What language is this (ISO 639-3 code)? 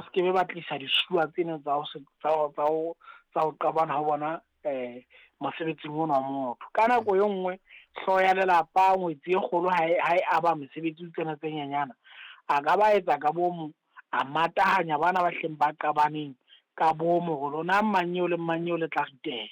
sot